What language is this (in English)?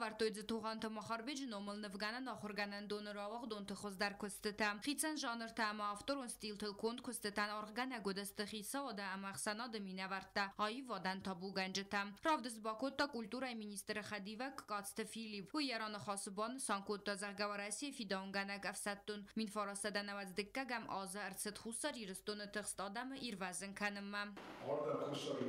Ossetic